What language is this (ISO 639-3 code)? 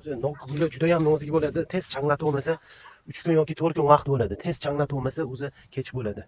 uzb